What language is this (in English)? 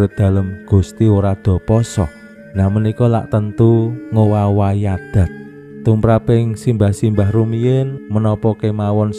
Javanese